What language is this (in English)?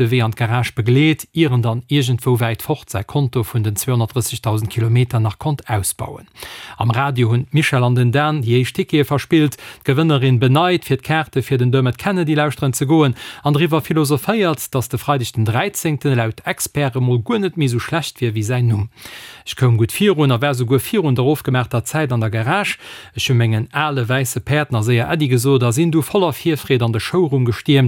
Luxembourgish